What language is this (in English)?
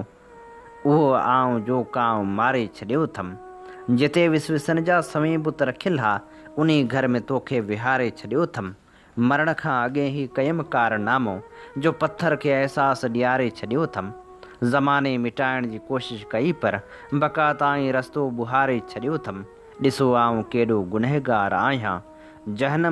Sindhi